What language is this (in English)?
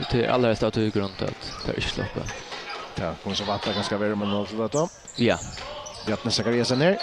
Faroese